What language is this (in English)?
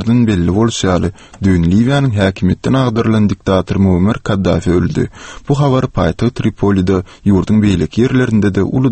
Turkmen